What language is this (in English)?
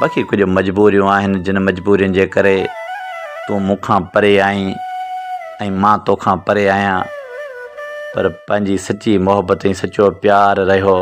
Sindhi